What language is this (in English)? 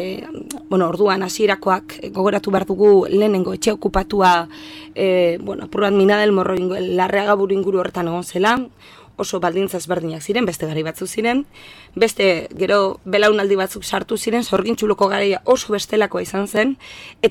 Basque